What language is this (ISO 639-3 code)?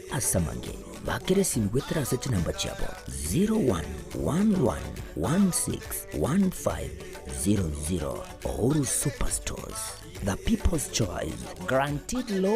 guz